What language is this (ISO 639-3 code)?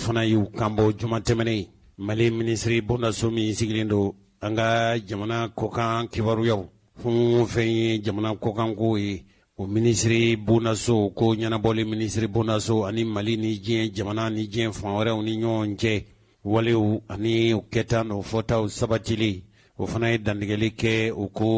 bam